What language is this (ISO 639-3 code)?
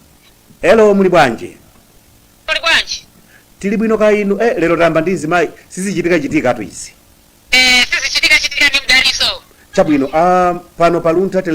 nya